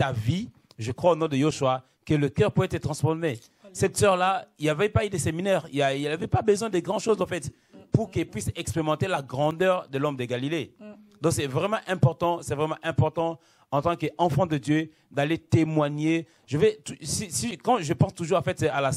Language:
French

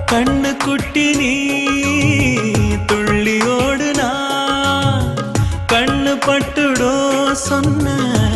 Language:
Tamil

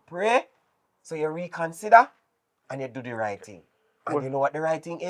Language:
Jamaican Creole English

